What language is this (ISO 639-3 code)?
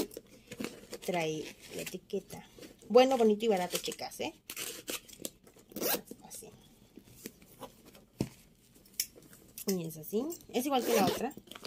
spa